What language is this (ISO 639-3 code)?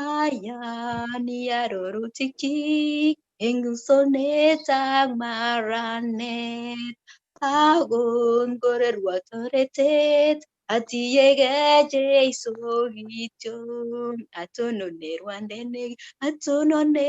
kln